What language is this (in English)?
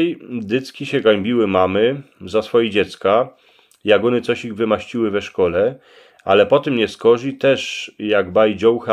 Silesian